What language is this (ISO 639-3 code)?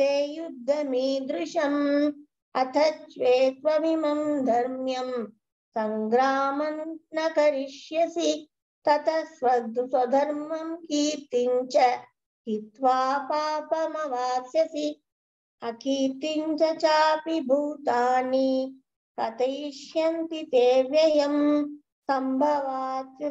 san